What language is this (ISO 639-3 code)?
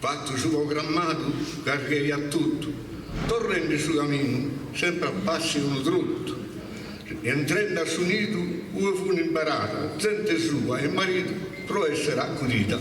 srd